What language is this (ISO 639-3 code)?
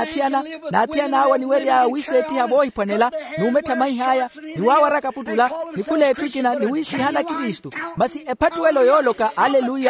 vmw